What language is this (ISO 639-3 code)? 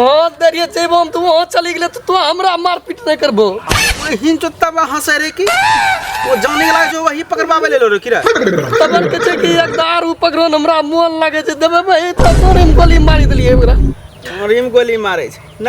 mai